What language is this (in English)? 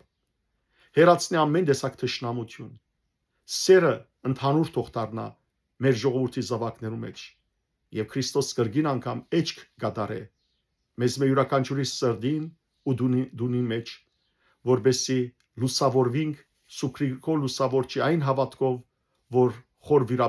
Western Armenian